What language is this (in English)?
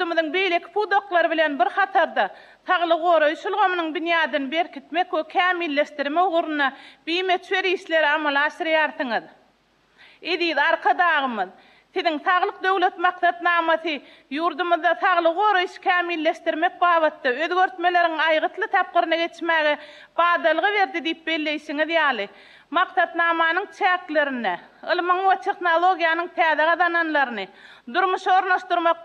Turkmen